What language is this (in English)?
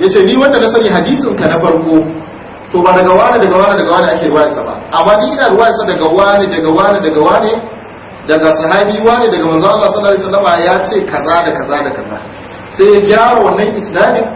Hausa